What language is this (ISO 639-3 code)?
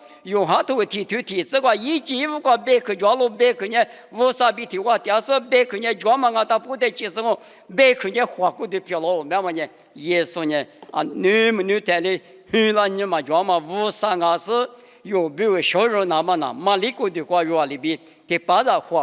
lis